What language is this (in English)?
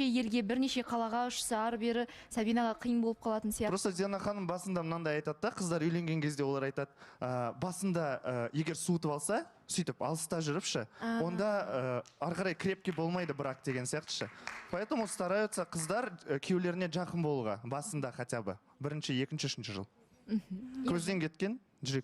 Kazakh